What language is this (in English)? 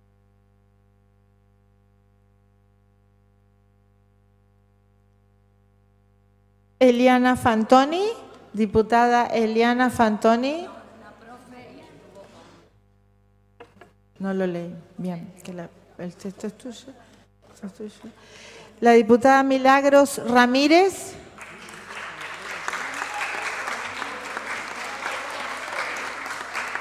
Spanish